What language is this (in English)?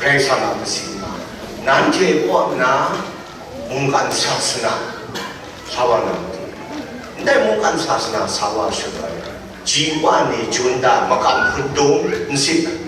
Kachin